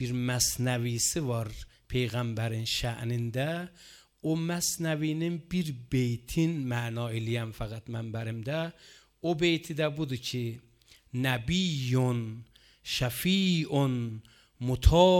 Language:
Azerbaijani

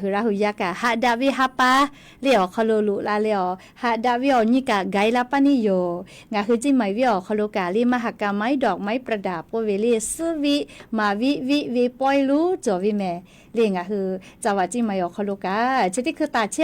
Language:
Lahu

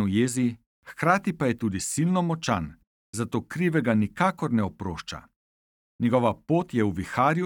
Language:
Slovenian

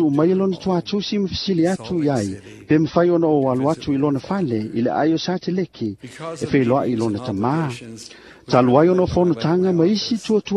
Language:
Samoan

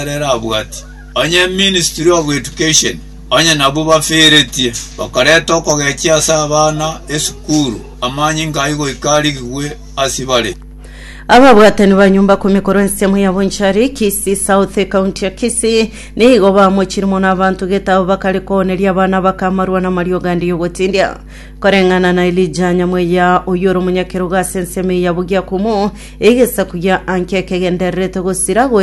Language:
Gusii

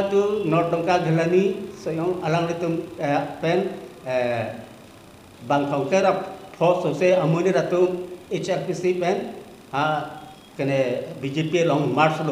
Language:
Karbi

